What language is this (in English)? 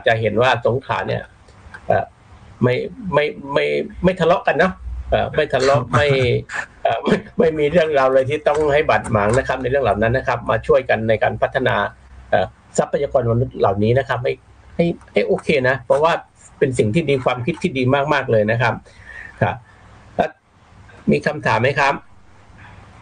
Thai